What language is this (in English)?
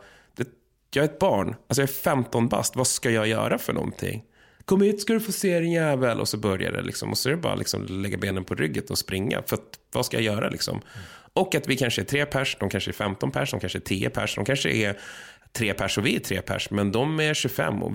Swedish